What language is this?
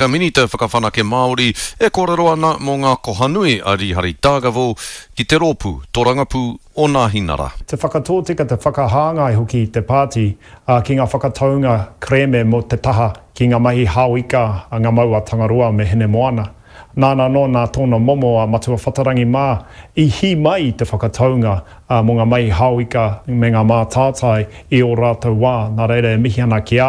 Māori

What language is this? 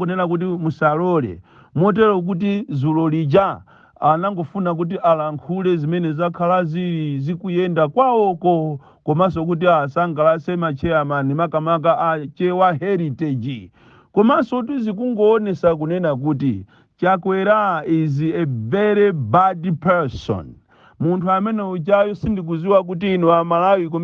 Nyanja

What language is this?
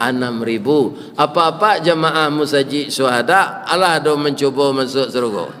Minangkabau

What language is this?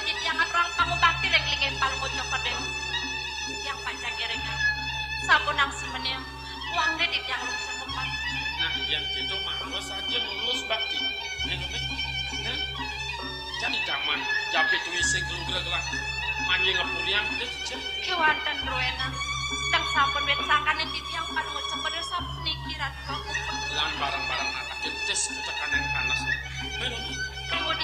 Balinese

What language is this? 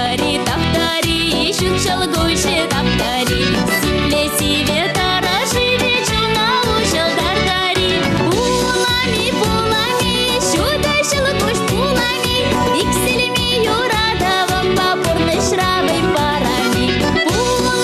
Chuvash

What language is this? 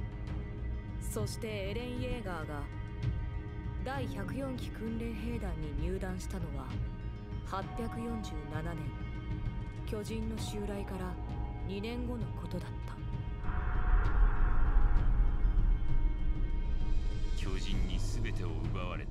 Japanese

